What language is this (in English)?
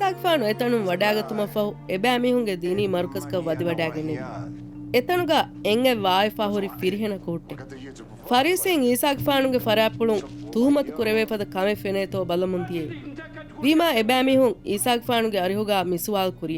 Divehi